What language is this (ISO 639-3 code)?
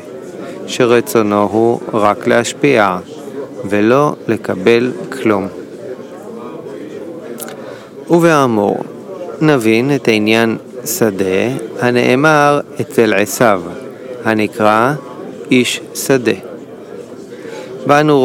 heb